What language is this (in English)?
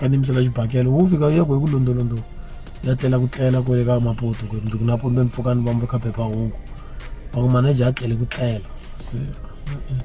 Tsonga